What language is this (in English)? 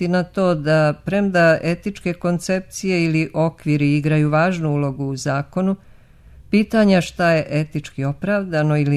Serbian